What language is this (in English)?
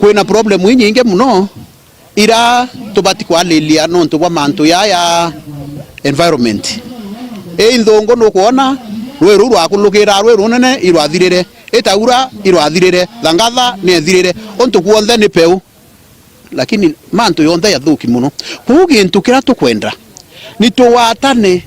Meru